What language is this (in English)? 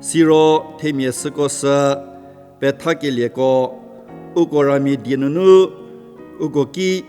Angami Naga